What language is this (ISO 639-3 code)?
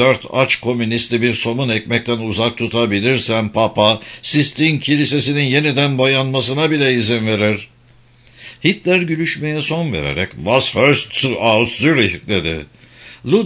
tur